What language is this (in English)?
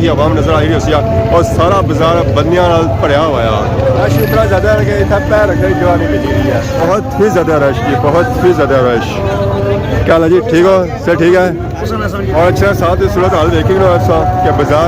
Pahari-Potwari